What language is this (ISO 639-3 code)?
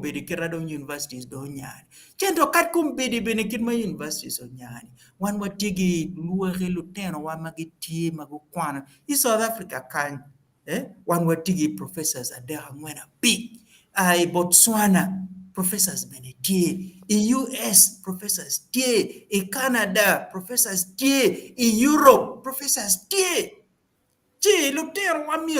ach